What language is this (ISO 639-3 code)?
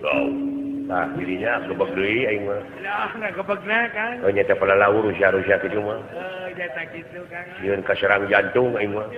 sun